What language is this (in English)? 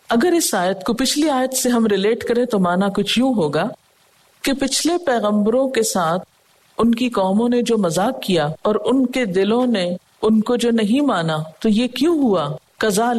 Urdu